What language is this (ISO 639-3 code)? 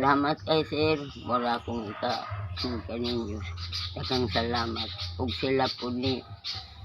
ceb